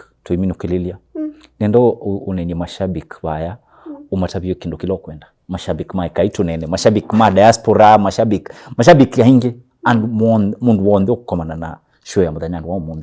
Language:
Kamba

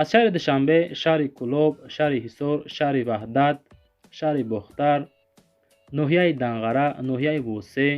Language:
Tajik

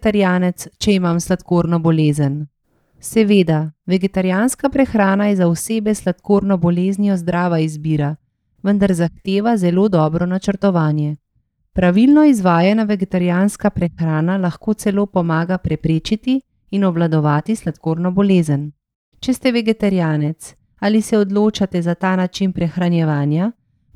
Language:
Slovenian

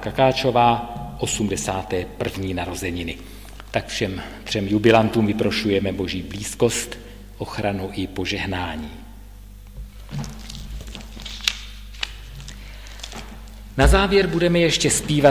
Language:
Czech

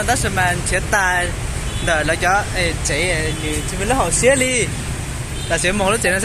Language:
Hmong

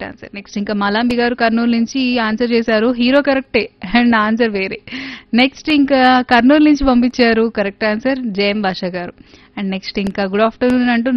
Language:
Telugu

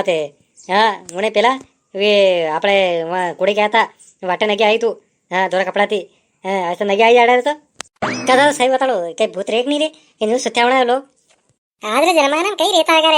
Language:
Rajasthani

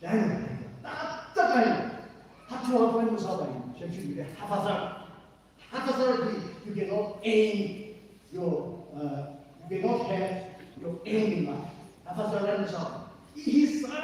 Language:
Tangkhul Naga (India)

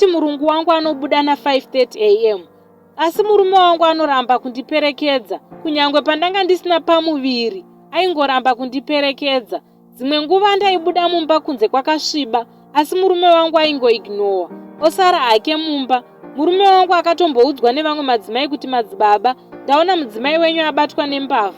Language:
Shona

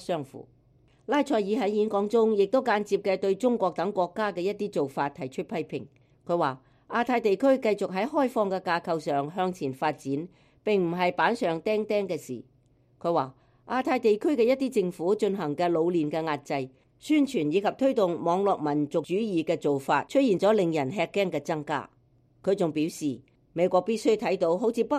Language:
Cantonese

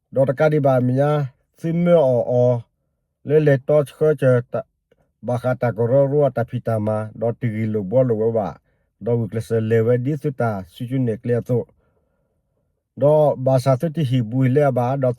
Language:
S'gaw Karen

